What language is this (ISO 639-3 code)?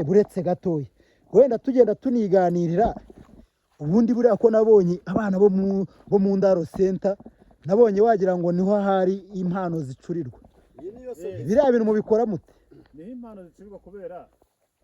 kin